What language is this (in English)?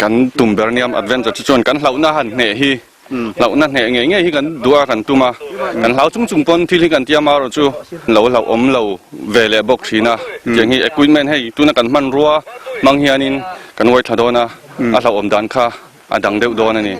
Mizo